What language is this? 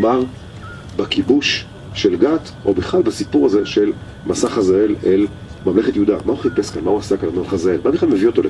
Hebrew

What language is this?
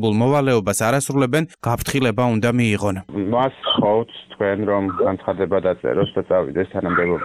Georgian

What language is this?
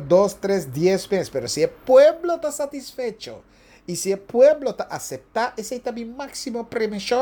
Papiamento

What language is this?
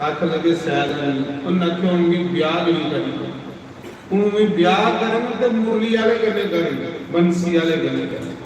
Dogri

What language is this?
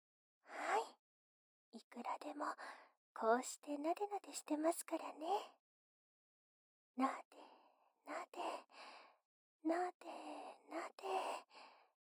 Japanese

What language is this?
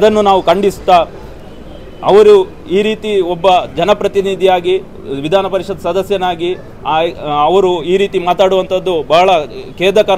Kannada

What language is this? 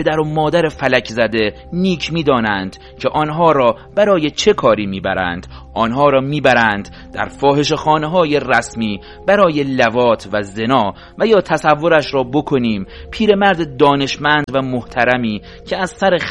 Persian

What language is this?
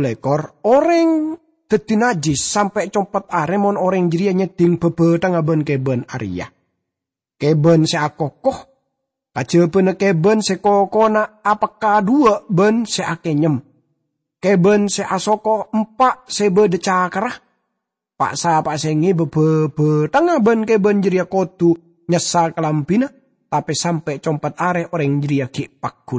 Madurese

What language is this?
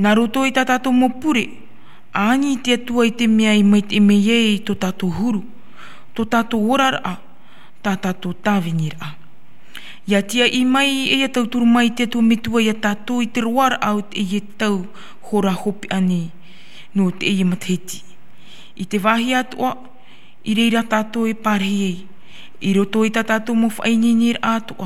Tahitian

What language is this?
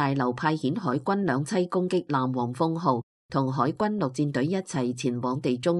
Cantonese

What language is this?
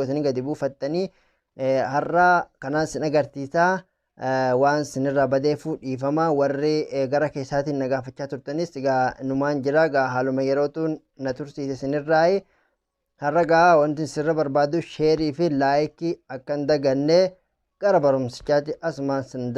Oromo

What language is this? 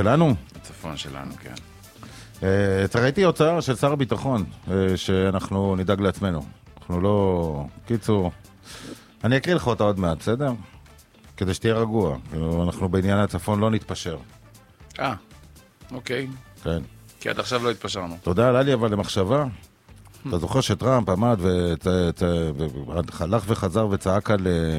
Hebrew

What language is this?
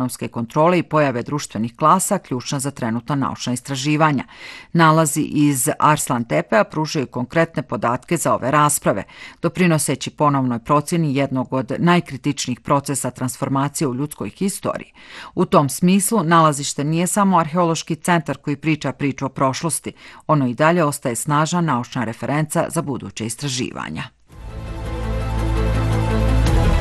Bosnian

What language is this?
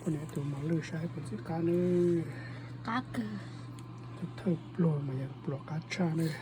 Hmong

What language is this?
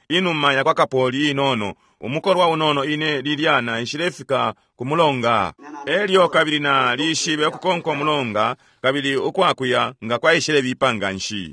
Bemba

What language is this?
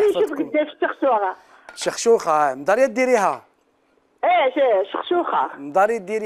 Algerian Arabic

